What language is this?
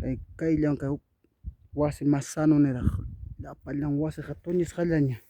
Ayacucho Quechua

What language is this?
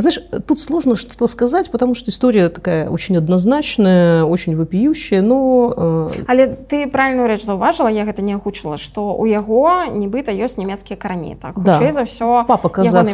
Belarusian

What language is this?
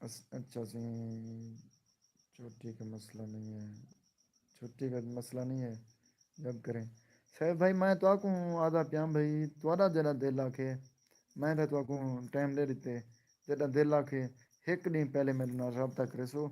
Saraiki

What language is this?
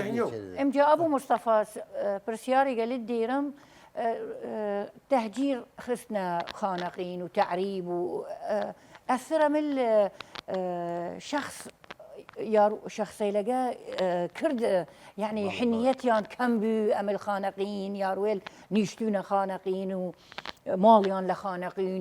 Southern Kurdish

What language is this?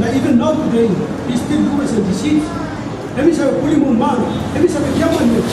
Tok Pisin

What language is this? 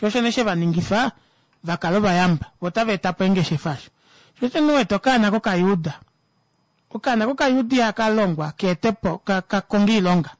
Kuanyama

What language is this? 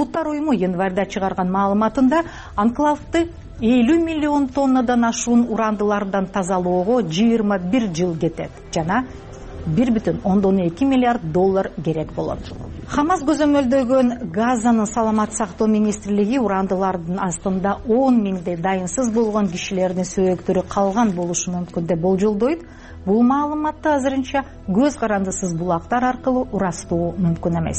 Kyrgyz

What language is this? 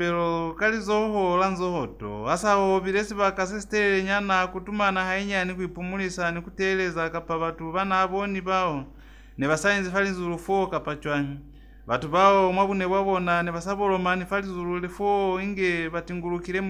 Lozi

